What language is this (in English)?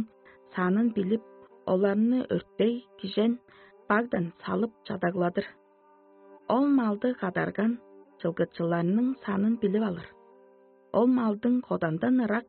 Tuvinian